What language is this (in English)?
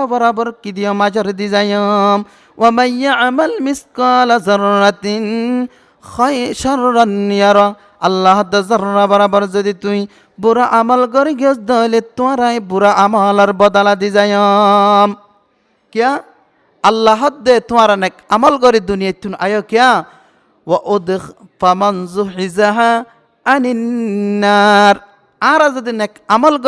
Rohingya